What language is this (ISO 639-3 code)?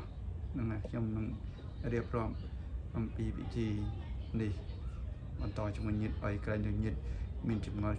khm